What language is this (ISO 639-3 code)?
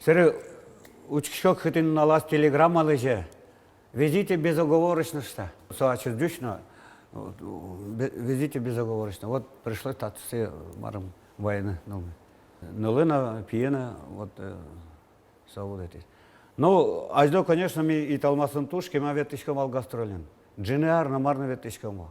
udm